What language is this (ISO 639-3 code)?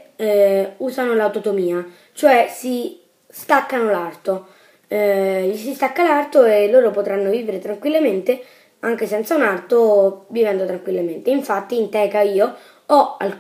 ita